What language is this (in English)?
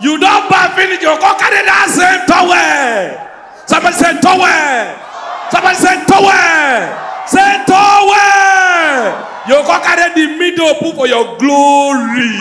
Nigerian Pidgin